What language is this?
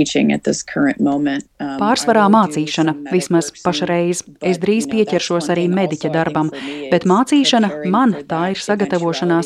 Latvian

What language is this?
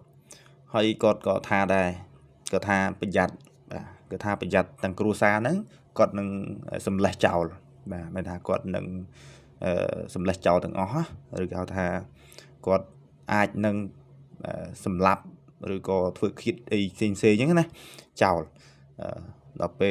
Khmer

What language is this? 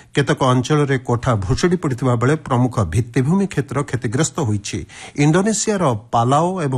Odia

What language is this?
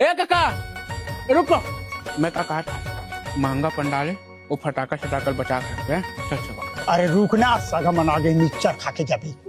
Chhattisgarhi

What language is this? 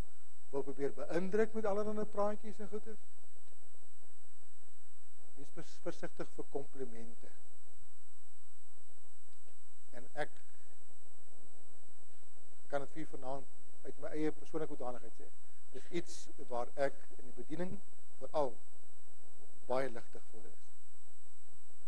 Afrikaans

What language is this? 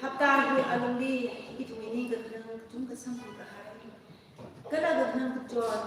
Tangkhul Naga (India)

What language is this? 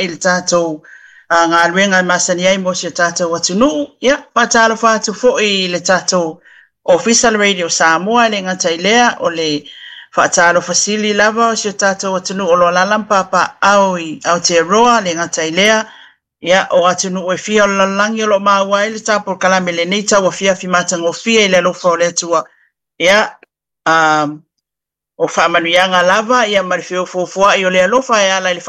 Samoan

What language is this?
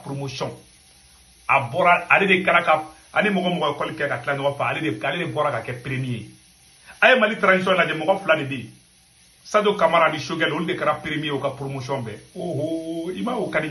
Bambara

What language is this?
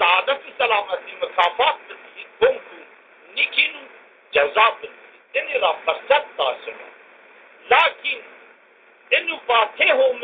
Zaza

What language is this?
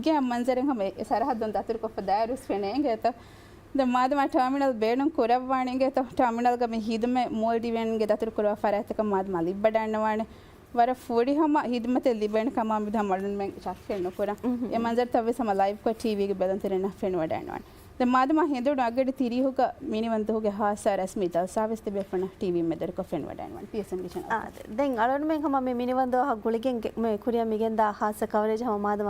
Divehi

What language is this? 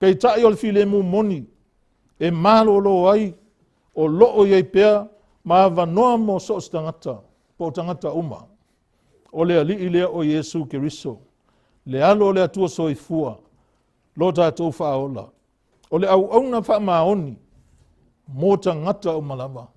Samoan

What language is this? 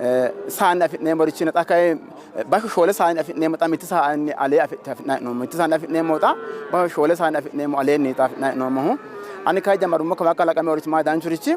Sidamo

